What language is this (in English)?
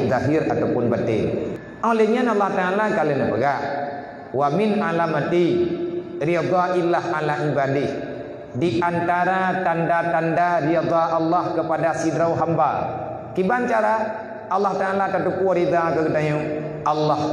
Achinese